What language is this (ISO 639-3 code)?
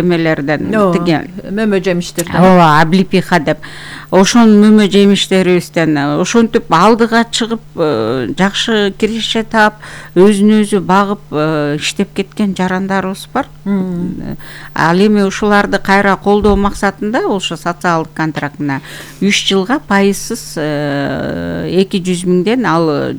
kir